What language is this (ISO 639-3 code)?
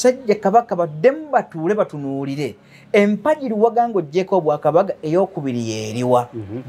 lug